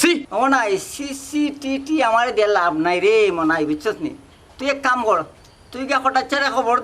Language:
Sylheti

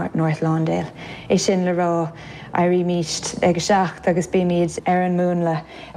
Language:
Irish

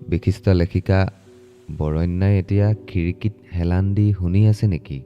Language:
Assamese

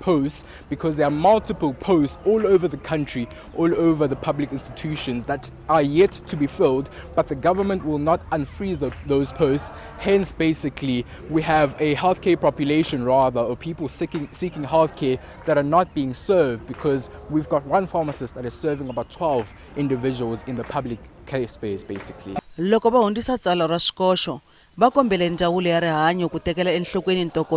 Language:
Tsonga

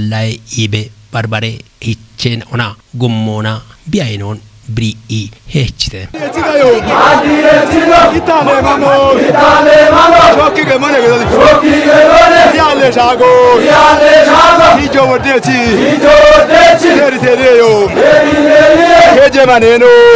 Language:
Kafa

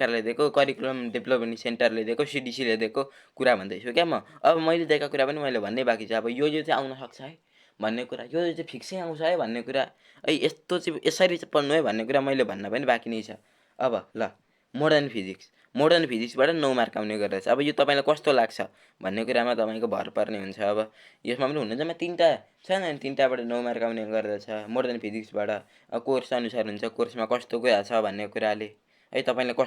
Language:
Nepali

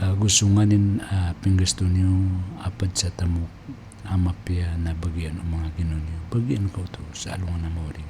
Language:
Maranao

